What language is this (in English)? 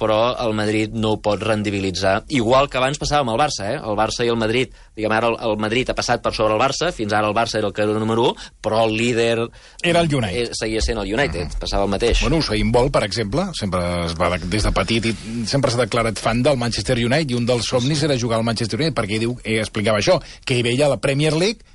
Catalan